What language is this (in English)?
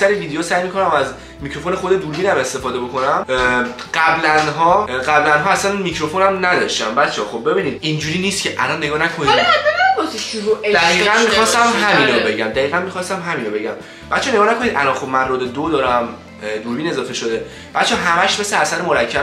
Persian